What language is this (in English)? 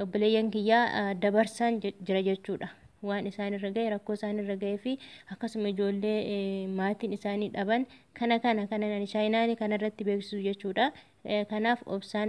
Oromo